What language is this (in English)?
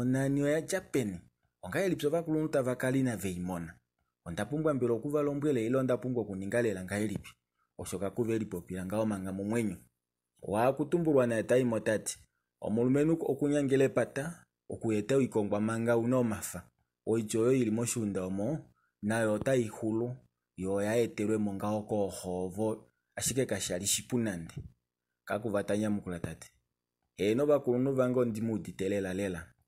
Kuanyama